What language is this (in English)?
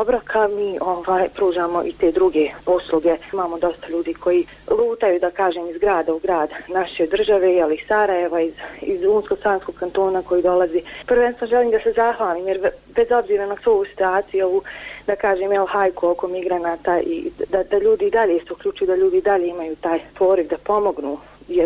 Bosnian